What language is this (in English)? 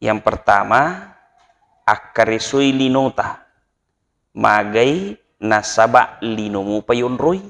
Buginese